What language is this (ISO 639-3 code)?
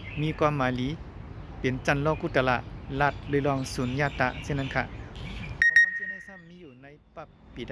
shn